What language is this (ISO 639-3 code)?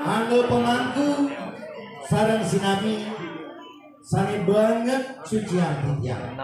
ban